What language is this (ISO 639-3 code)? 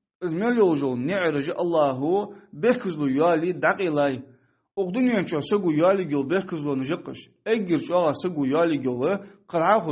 inh